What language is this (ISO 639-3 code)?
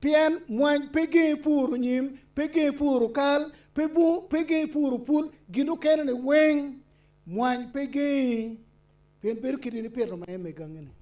ach